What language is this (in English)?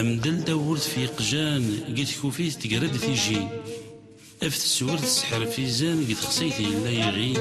Kabyle